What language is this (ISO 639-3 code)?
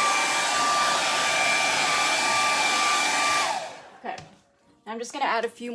eng